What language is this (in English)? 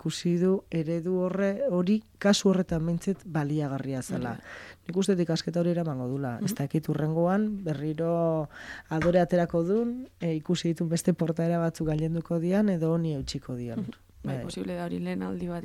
Basque